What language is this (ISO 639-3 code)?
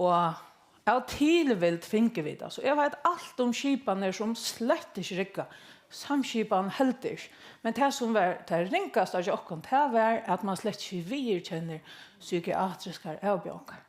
fao